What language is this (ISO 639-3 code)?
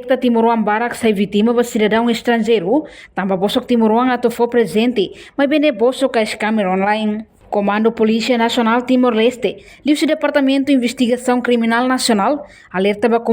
tet